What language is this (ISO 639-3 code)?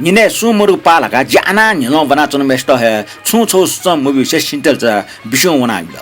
new